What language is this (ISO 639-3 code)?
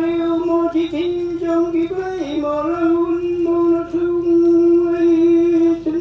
kha